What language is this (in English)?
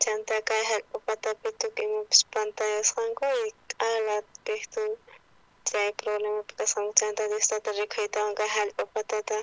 South Bolivian Quechua